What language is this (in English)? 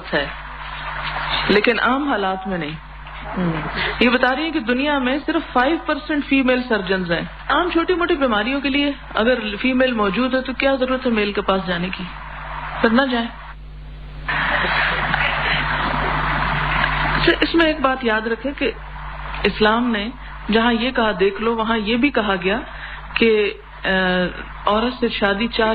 Urdu